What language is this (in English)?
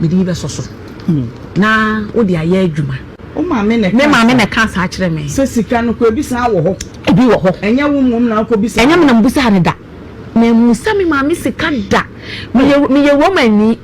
Akan